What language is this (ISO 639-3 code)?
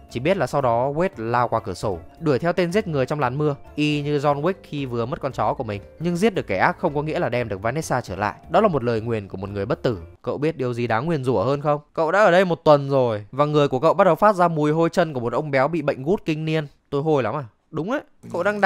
vie